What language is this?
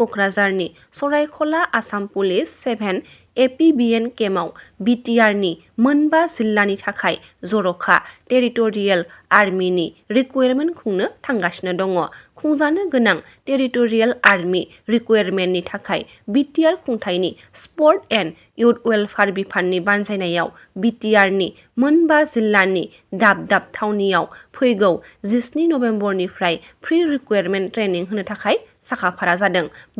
Bodo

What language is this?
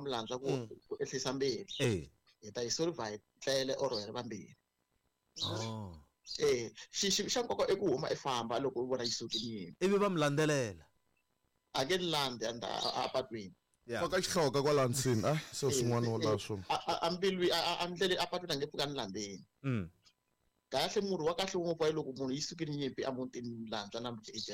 Tsonga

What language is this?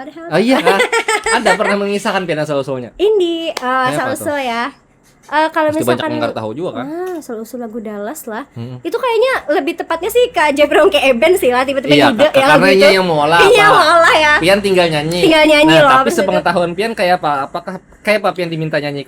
Banjar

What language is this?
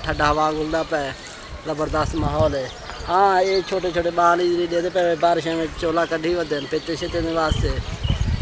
Saraiki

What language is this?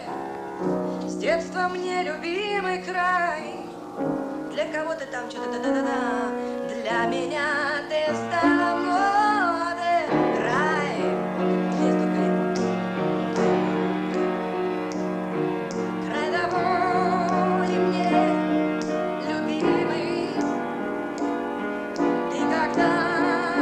Russian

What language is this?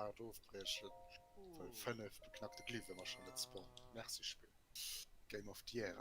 Luxembourgish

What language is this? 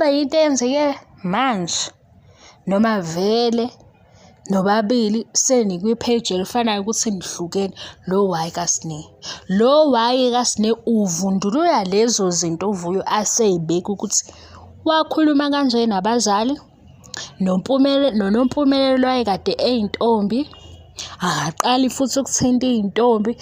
Zulu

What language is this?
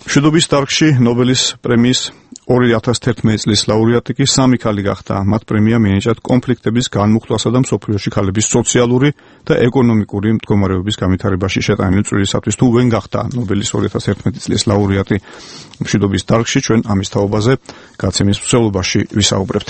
Georgian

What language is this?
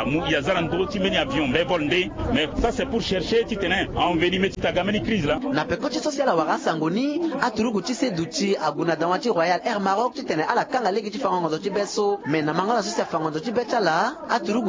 Sango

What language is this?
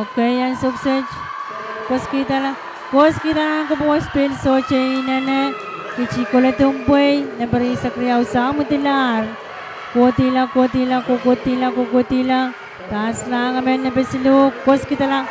Pohnpeian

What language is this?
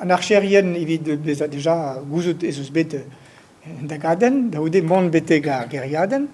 Breton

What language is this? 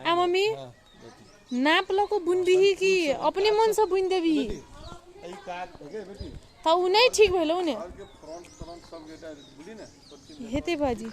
Maithili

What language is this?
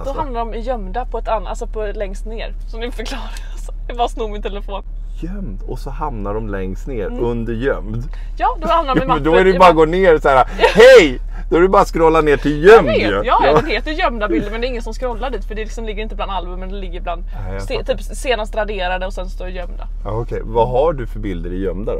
Swedish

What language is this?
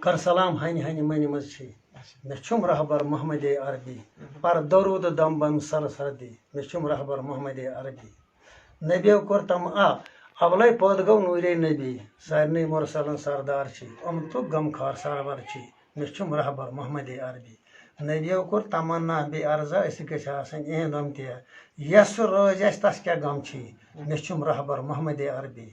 Kashmiri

